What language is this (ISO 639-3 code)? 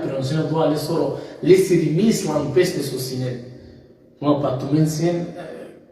rmn